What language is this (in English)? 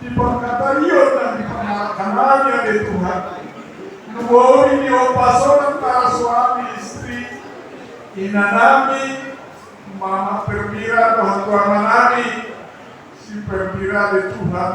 Batak Toba